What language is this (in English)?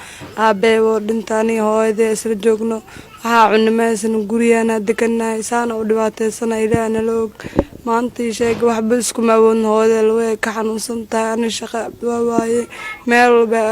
Somali